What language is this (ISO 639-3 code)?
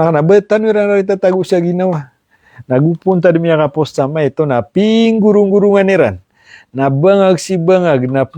mrw